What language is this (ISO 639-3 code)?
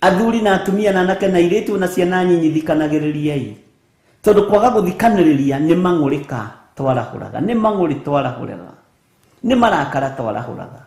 kik